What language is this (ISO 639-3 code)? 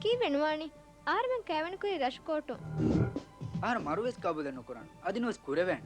div